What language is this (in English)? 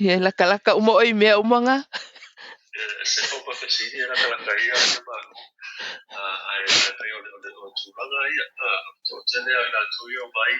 Samoan